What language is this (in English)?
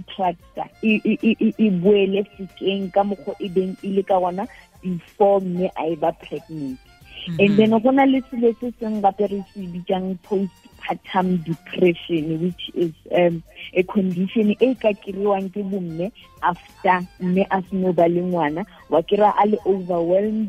Tswana